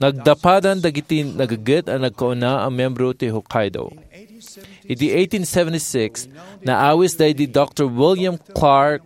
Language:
Iloko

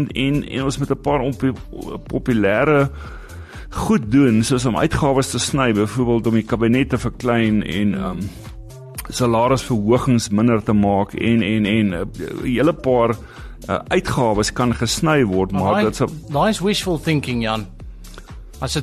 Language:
Afrikaans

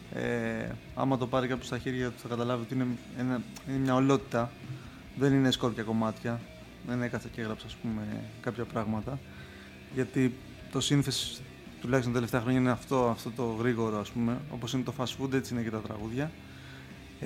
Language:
Greek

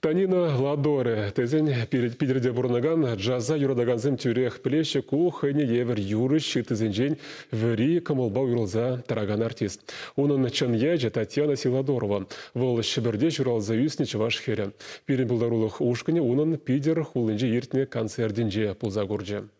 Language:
Chuvash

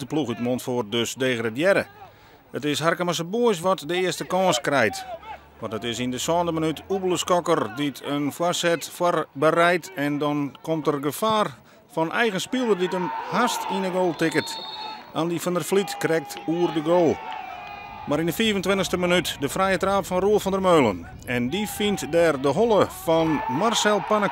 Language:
Western Frisian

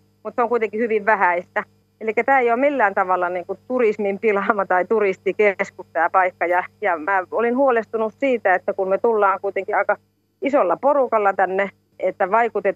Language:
Finnish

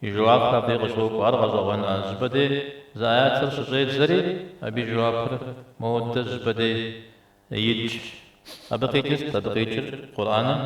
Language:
Kabardian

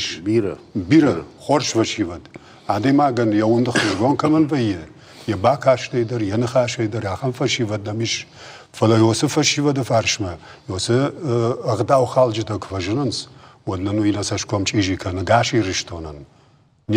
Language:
Ossetic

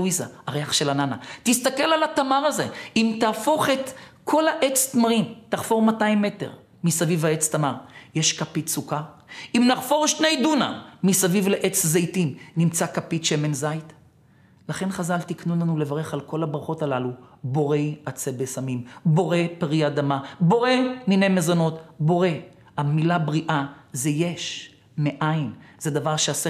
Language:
Hebrew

